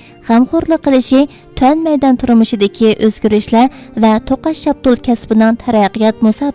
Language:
Uyghur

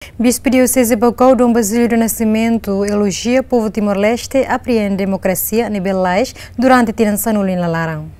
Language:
Tetum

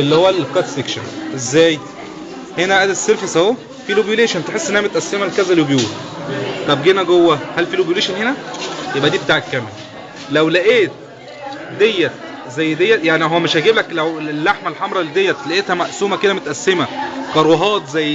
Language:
Egyptian Arabic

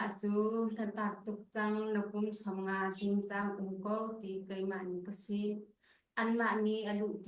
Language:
Hakha Chin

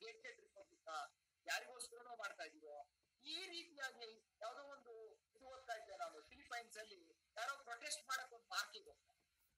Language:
Kannada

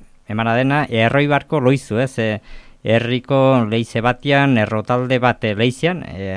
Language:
Basque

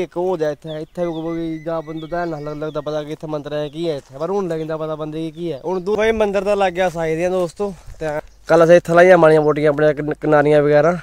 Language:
Dogri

